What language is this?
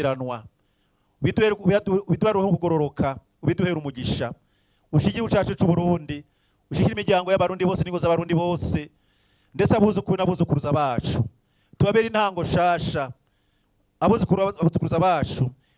Rundi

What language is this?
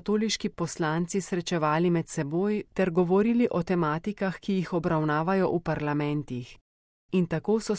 Slovenian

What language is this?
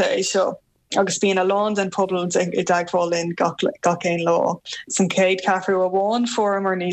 Irish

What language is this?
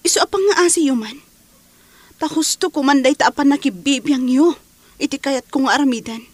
Iloko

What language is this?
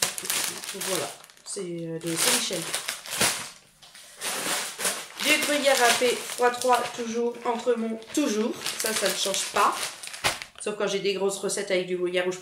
French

